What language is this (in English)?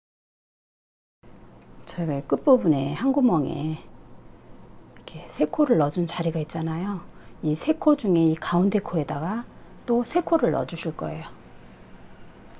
Korean